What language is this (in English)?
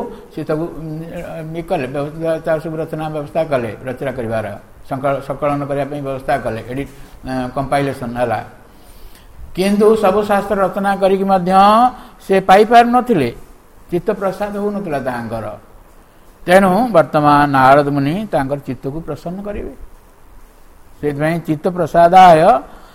Odia